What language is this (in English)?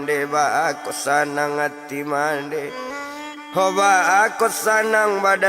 Minangkabau